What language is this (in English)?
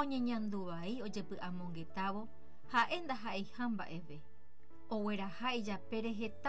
Guarani